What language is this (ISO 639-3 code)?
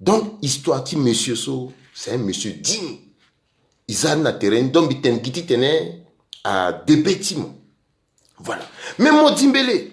sag